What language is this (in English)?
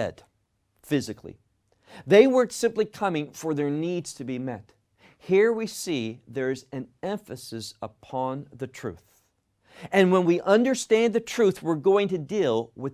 English